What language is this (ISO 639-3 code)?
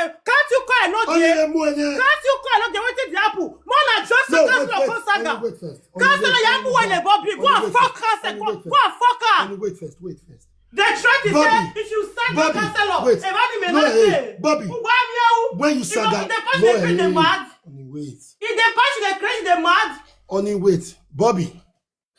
pcm